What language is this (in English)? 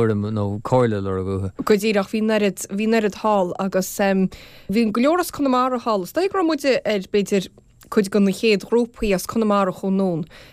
Irish